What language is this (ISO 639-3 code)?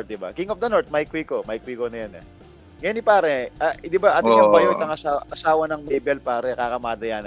pam